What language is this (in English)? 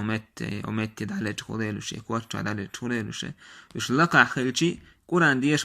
Chechen